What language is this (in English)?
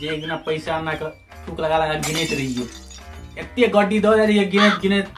Maithili